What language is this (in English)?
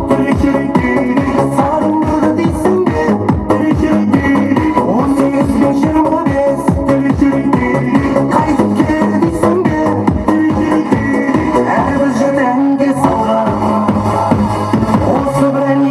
Kara-Kalpak